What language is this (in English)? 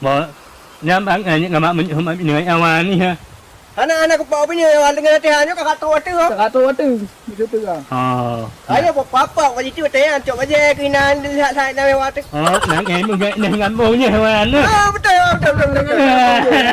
Achinese